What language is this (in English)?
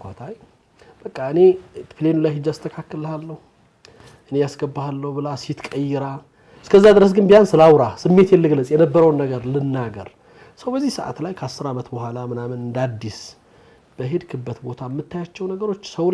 Amharic